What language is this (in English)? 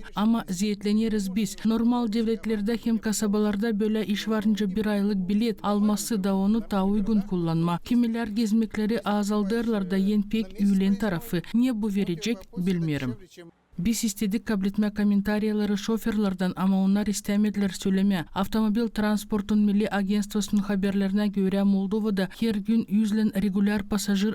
Gagauz